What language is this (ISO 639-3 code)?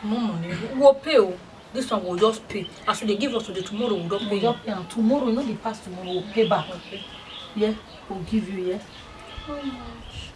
pcm